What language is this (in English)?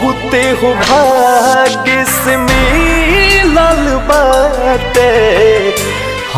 Bhojpuri